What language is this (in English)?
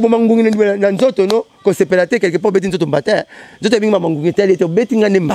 Lingala